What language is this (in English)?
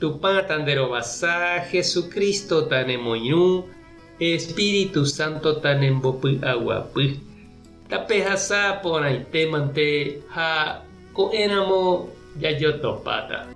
Guarani